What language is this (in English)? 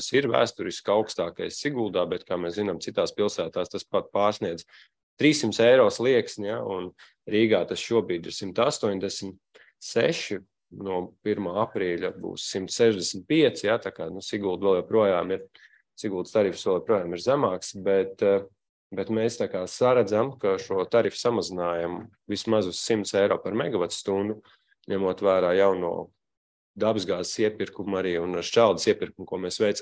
Latvian